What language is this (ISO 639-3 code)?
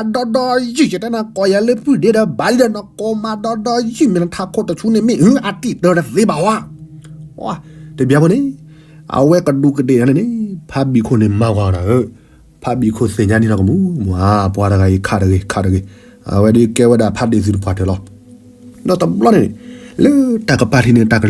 ksw